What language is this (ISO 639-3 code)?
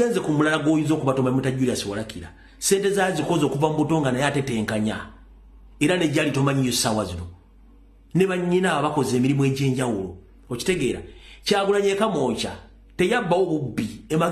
lug